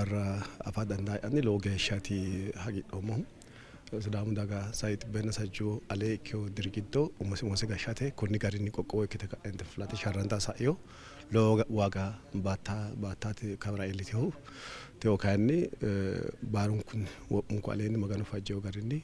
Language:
Sidamo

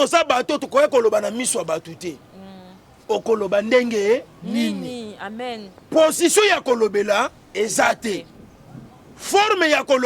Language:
Lingala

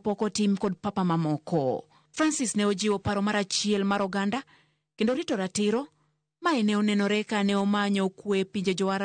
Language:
Luo (Kenya and Tanzania)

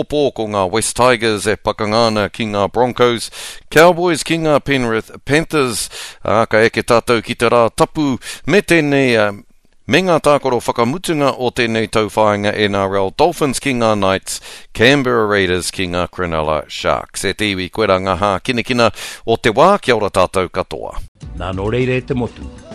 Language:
Māori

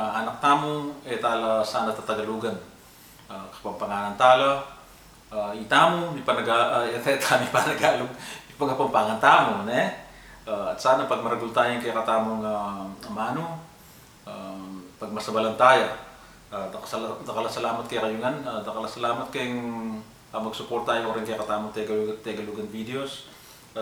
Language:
Pampanga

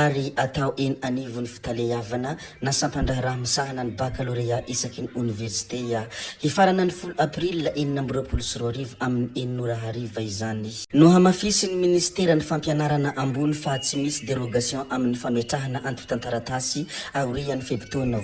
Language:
Malagasy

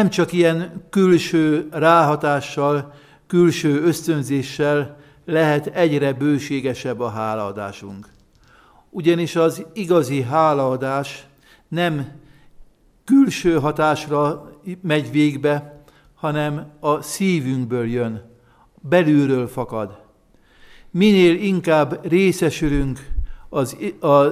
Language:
Hungarian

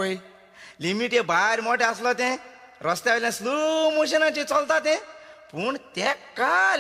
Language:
Konkani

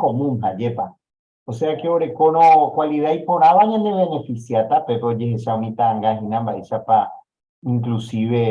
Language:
Guarani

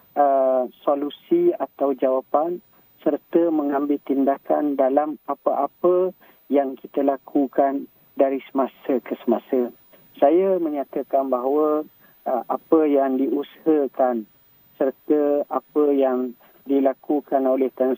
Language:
Malay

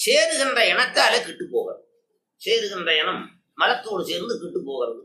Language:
Tamil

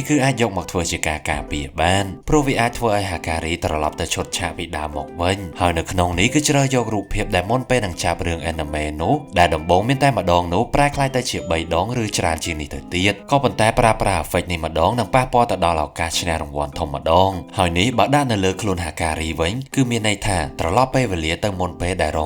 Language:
Khmer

